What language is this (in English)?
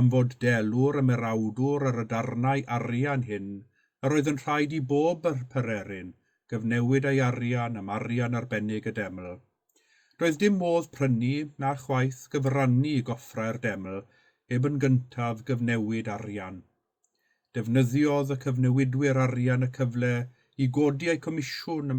Welsh